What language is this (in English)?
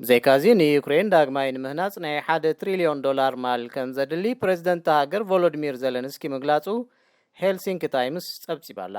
Tigrinya